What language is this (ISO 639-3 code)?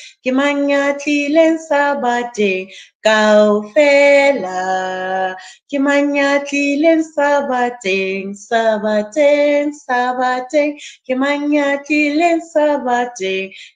sot